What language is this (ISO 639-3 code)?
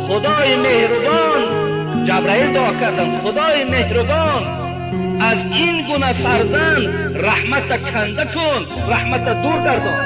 tgk